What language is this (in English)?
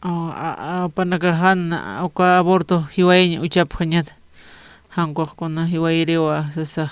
Aymara